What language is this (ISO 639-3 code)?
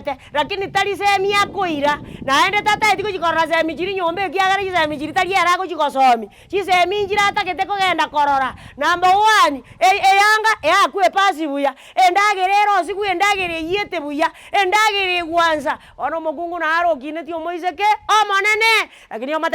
guz